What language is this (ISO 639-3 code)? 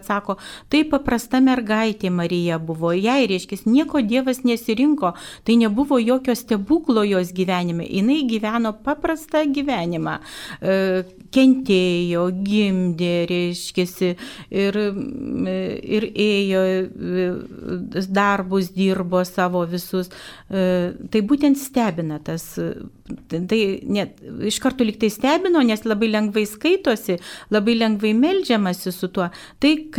lit